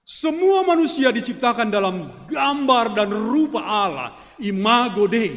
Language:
Batak Karo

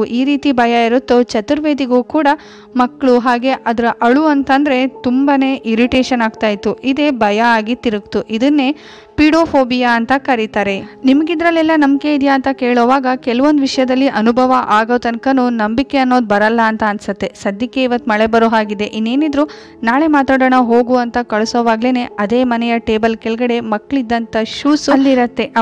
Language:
Kannada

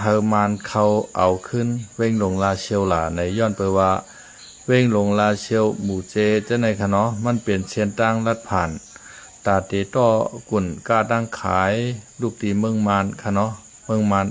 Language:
Shan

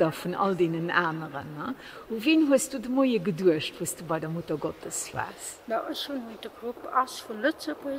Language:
Luxembourgish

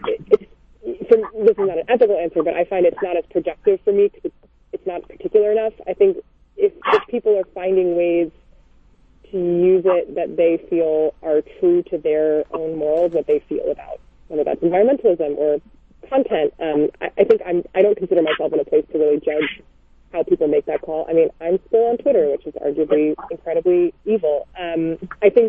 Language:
English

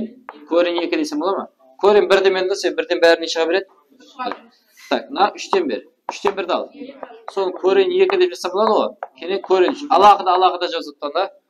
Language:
Kara-Kalpak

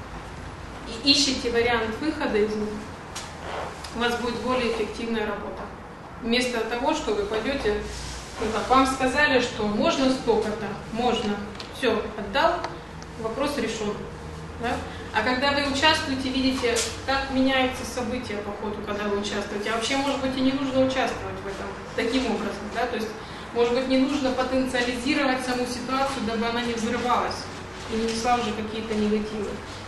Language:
Russian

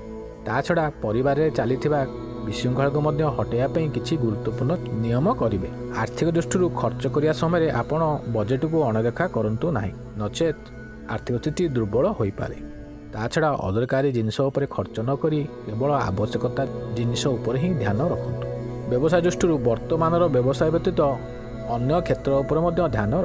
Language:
Odia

